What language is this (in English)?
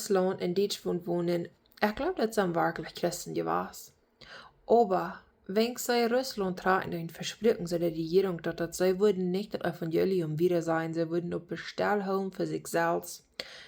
Plautdietsch